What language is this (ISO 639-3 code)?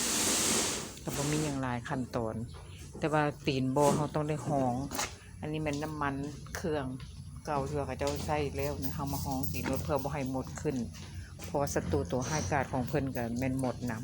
lao